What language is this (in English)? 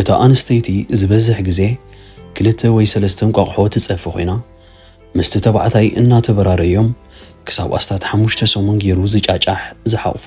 Tigrinya